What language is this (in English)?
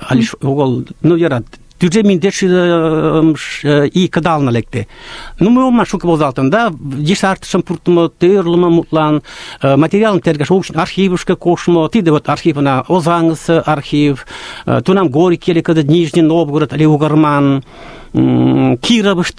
Mari